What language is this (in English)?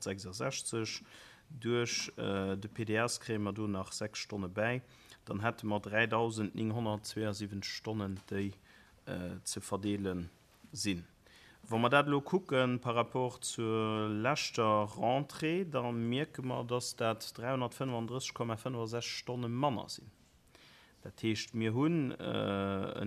Luxembourgish